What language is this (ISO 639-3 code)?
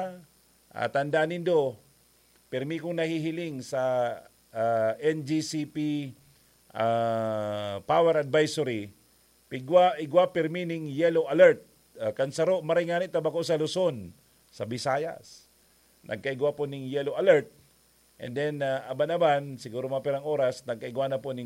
bik